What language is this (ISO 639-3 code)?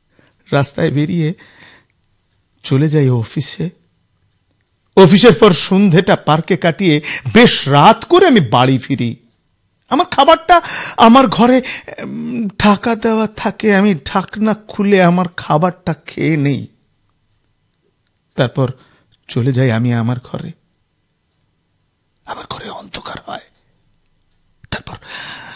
ben